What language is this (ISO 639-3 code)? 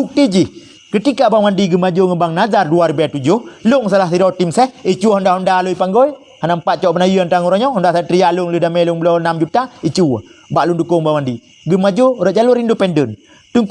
ace